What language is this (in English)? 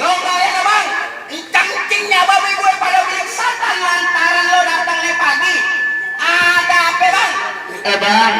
Betawi